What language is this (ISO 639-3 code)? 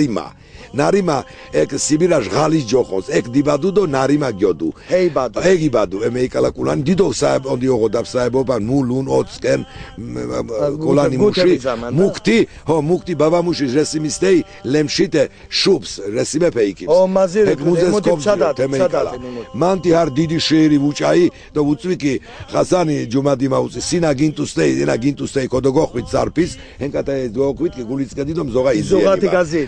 lzz